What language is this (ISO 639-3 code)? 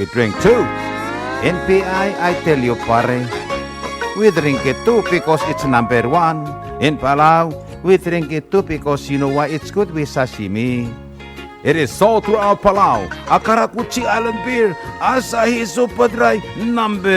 pau